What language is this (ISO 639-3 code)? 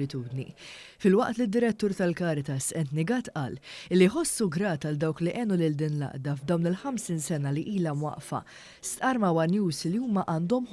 mlt